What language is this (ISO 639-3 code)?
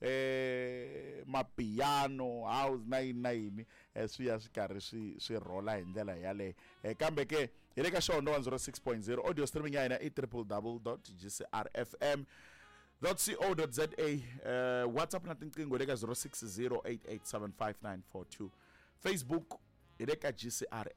tso